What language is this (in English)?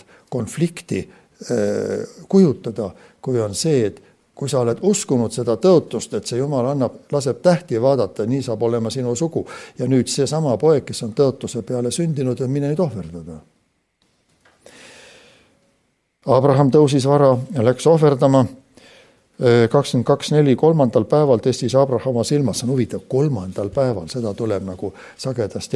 Estonian